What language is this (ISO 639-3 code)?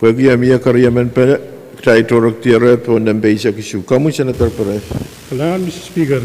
pon